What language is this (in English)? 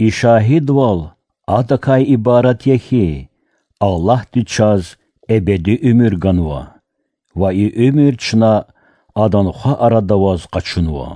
Lezghian